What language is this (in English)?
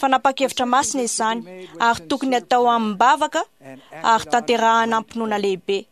Malagasy